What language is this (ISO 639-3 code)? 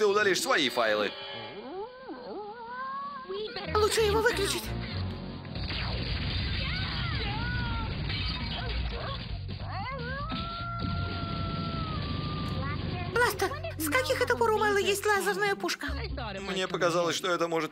rus